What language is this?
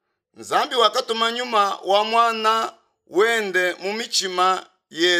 Luba-Lulua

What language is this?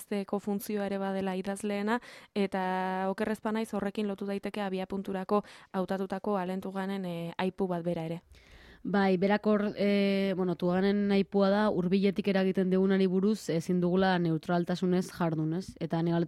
Basque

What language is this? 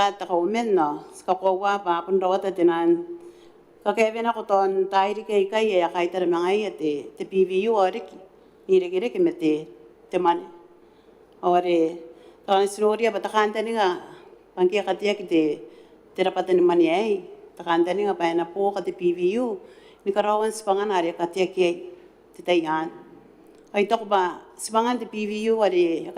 Gilbertese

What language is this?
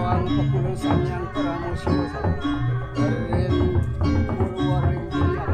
Balinese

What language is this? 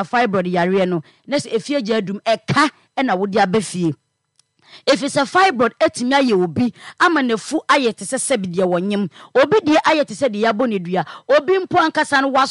Akan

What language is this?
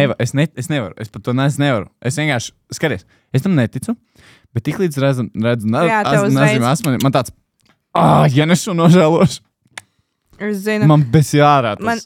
Latvian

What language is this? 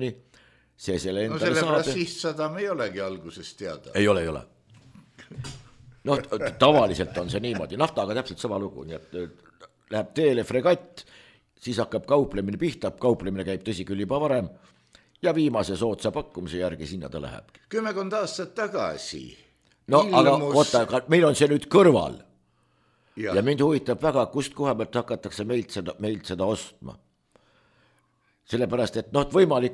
Estonian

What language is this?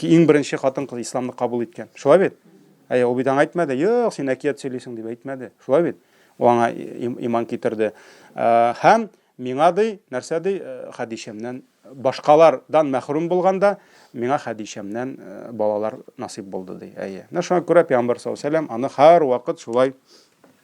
Tatar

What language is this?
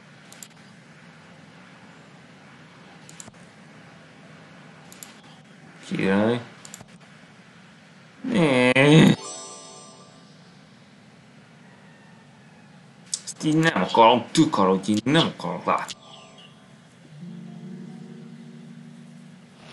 Hungarian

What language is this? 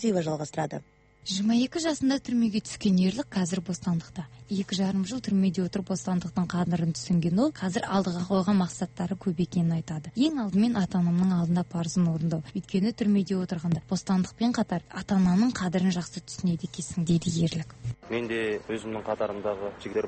Kazakh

